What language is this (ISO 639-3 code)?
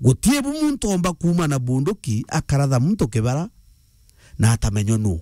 mer